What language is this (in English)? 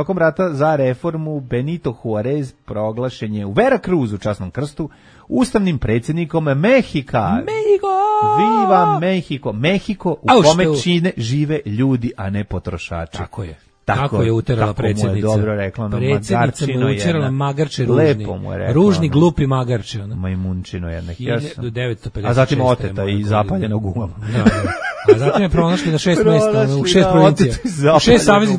Serbian